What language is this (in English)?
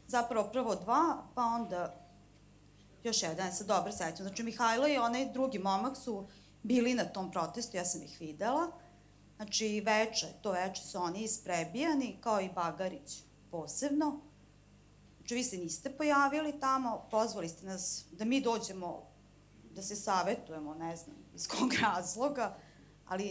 Serbian